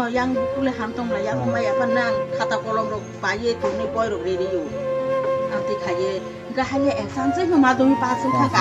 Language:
Kok Borok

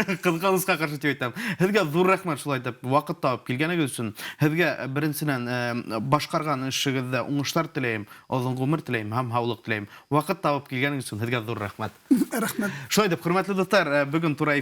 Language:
Bashkir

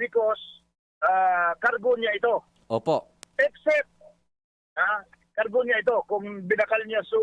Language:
Bikol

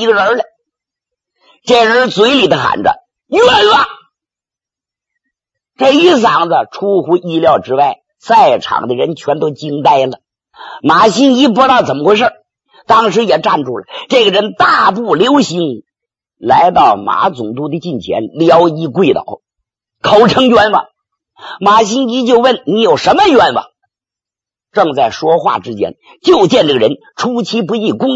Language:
Chinese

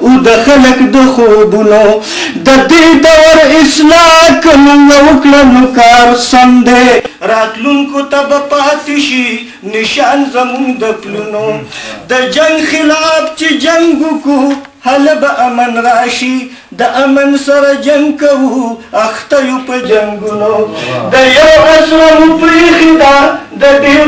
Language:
Pashto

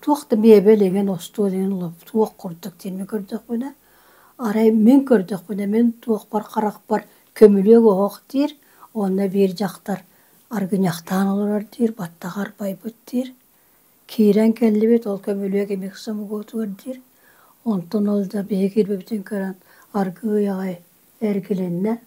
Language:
Yakut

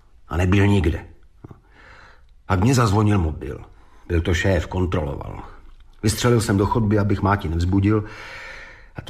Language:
Czech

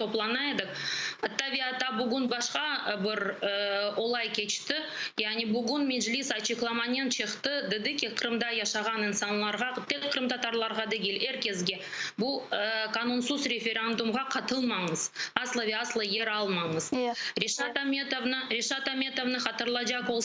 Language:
Crimean Tatar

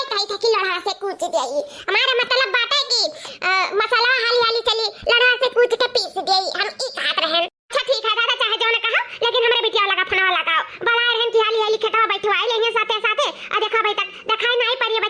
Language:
Awadhi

